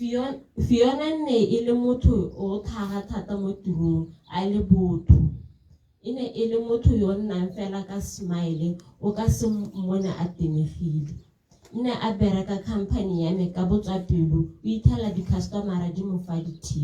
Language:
Tswana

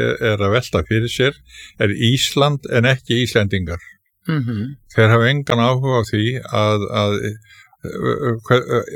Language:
Icelandic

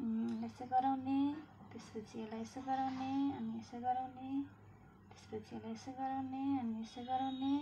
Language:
Nepali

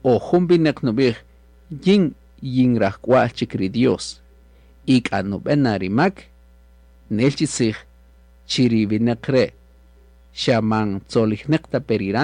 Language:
Kaqchikel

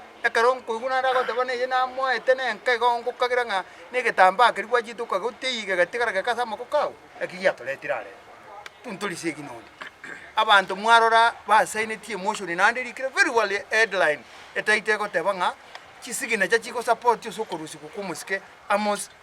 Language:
Gusii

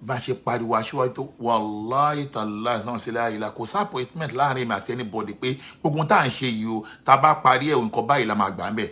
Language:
Yoruba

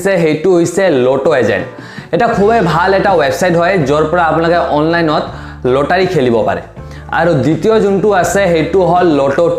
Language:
Assamese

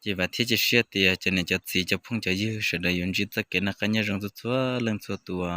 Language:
Hmong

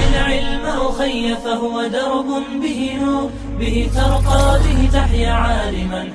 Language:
Chechen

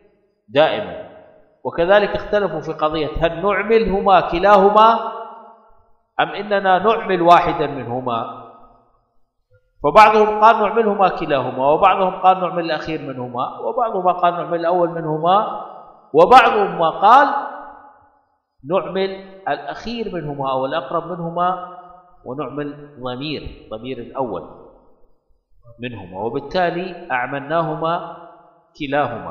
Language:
Arabic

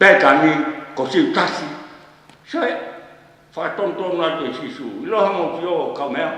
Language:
Tongan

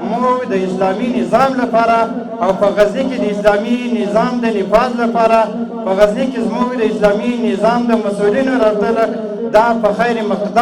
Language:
Pashto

